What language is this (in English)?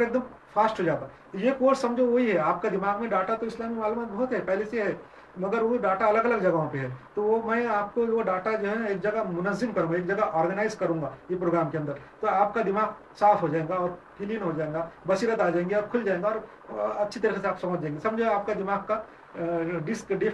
Urdu